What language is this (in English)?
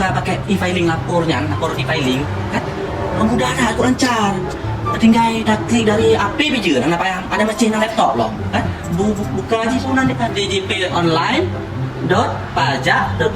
Achinese